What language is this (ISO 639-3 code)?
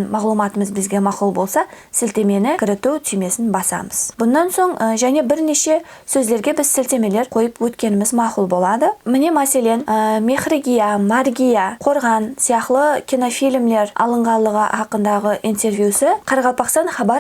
kaa